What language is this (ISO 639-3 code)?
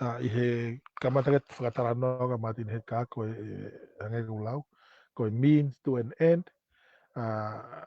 ton